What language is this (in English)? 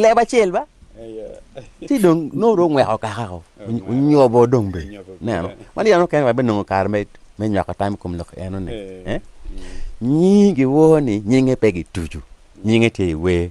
Acoli